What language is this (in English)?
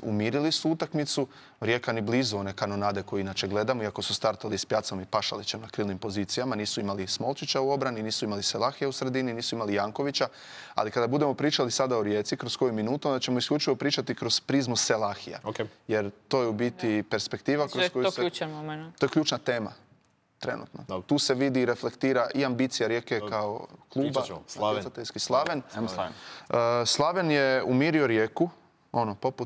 Croatian